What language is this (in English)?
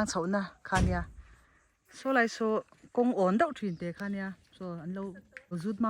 Mizo